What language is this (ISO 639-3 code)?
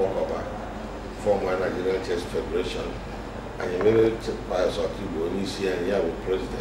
ibo